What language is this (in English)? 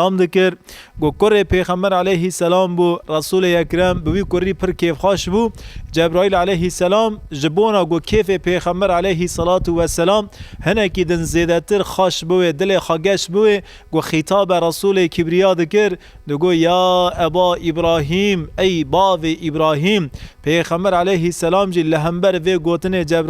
Kurdish